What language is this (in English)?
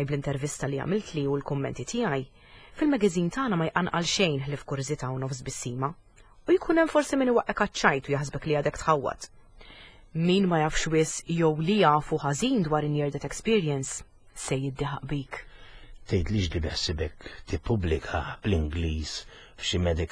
Maltese